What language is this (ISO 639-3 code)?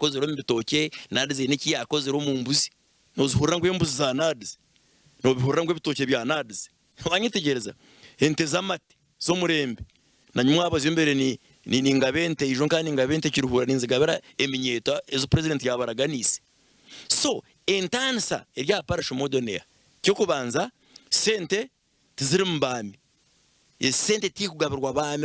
nyn